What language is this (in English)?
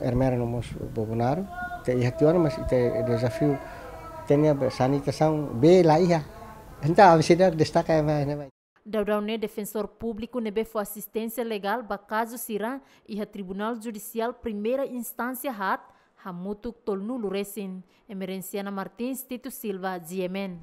Tetum